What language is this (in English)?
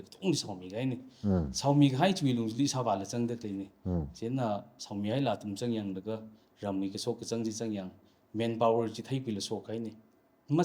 Tangkhul Naga (India)